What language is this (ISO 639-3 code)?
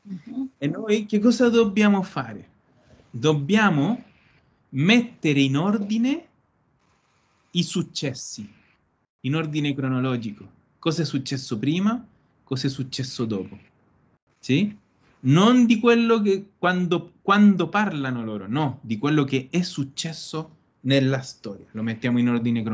ita